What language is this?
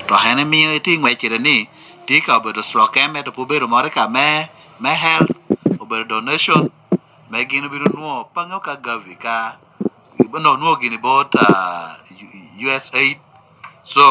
Lango (Uganda)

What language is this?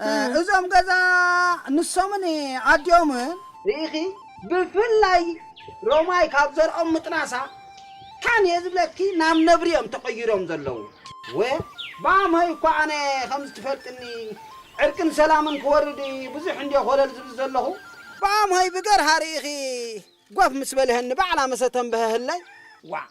Tigrinya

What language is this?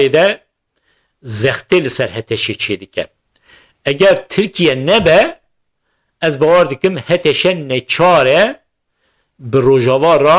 Kurdish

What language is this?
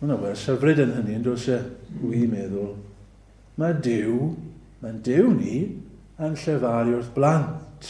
Welsh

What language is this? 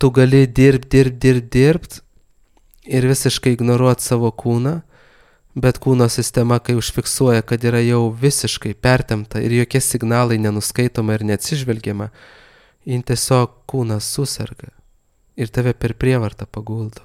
Lithuanian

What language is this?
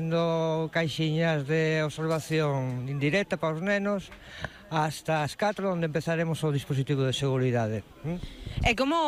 Galician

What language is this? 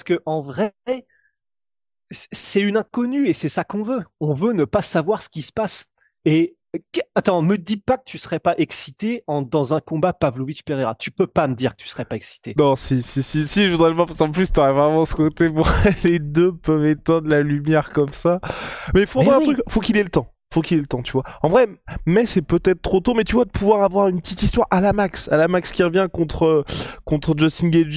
French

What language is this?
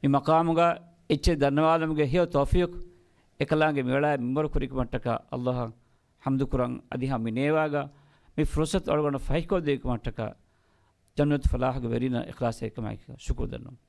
Divehi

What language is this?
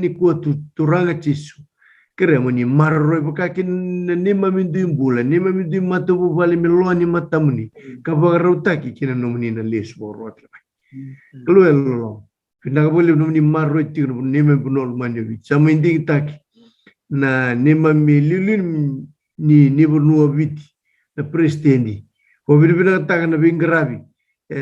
Fijian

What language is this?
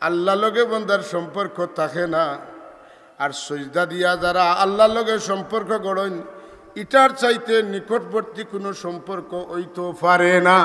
Sylheti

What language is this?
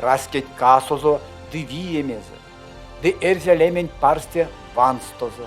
Erzya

